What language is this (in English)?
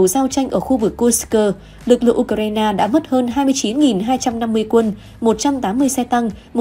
Vietnamese